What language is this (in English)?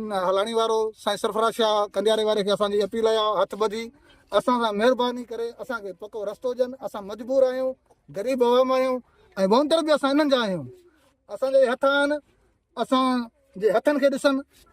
Sindhi